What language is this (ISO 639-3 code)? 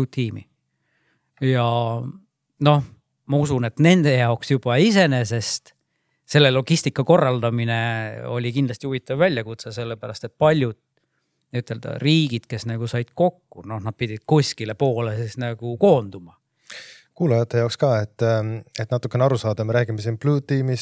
est